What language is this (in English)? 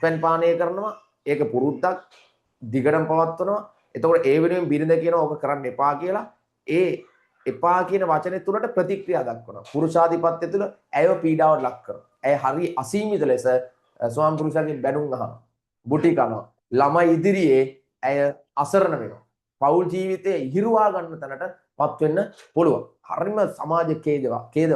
Sinhala